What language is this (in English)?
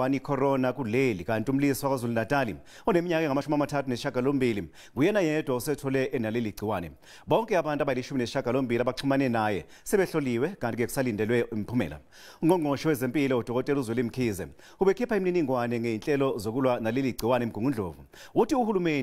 Zulu